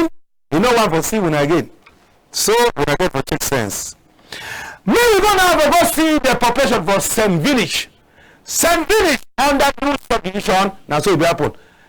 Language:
Cameroon Pidgin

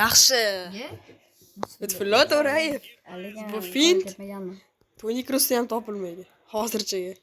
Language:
Uzbek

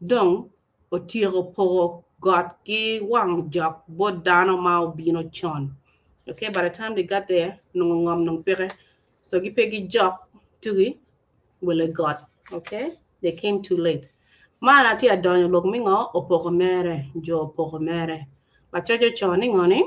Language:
Acoli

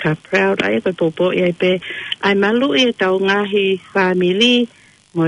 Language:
Tongan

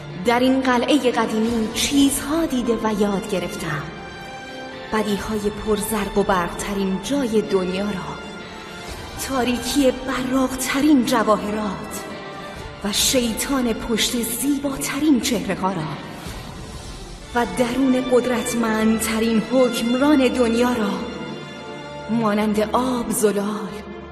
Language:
Persian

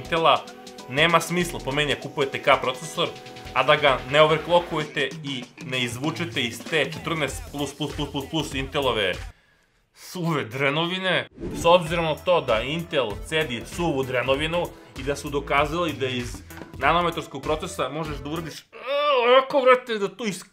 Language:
Serbian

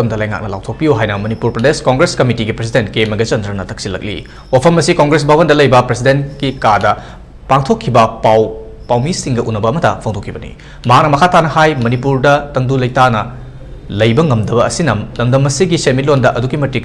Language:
Manipuri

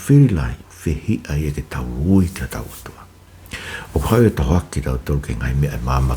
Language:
Tongan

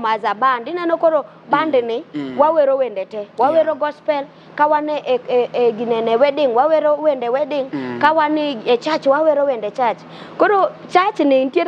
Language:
Luo (Kenya and Tanzania)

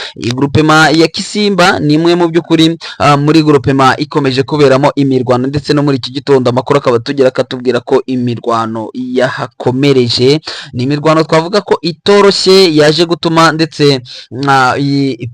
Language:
Kinyarwanda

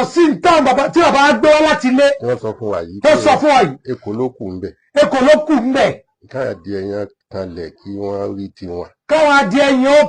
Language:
Yoruba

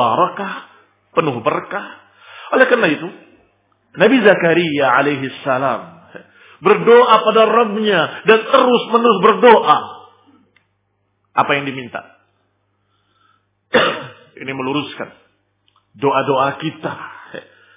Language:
Indonesian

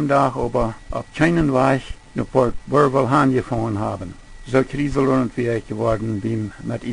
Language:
Plautdietsch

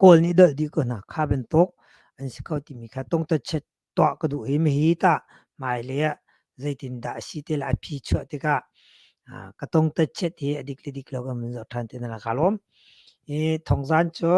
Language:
Hakha Chin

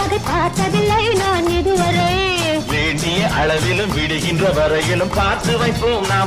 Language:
Tamil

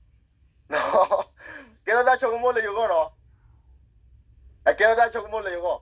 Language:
S'gaw Karen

